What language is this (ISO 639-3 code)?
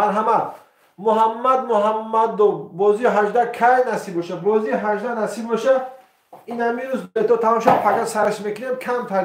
tgk